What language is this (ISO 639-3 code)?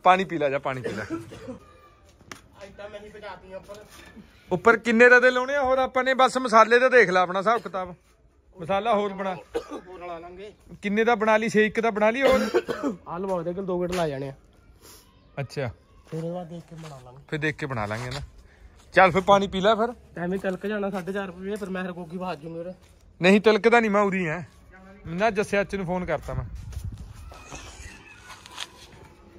pan